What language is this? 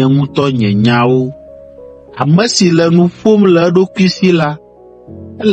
Ewe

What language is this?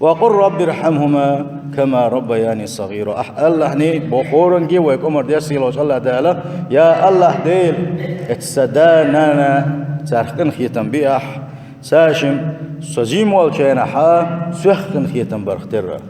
Chechen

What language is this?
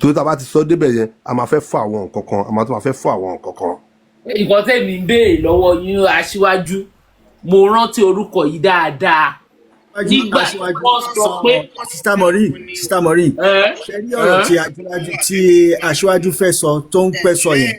Yoruba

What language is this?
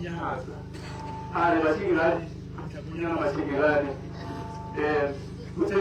Tswana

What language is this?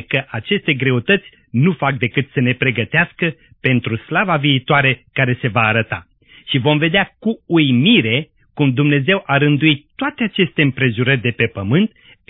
Romanian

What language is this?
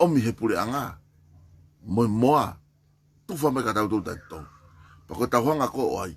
Tongan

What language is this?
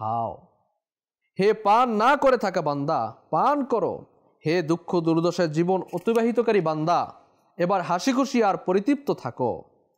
Bangla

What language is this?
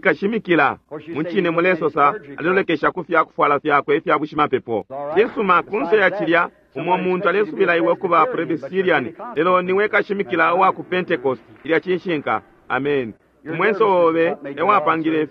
Bemba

